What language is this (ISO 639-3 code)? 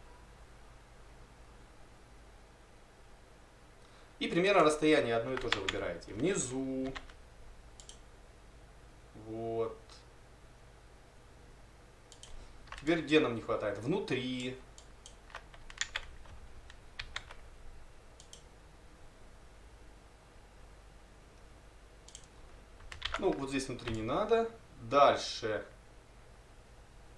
rus